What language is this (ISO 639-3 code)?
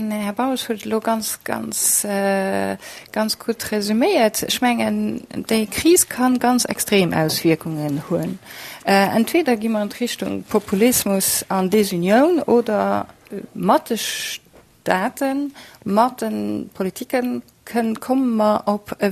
ltz